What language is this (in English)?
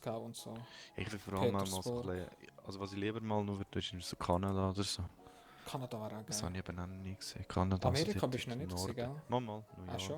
Swiss German